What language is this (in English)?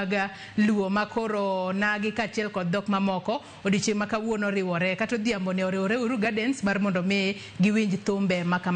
Luo (Kenya and Tanzania)